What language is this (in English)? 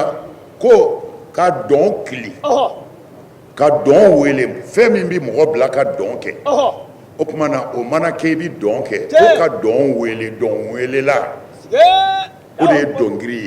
Bambara